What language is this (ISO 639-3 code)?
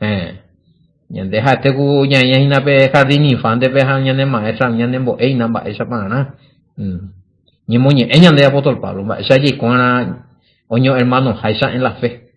grn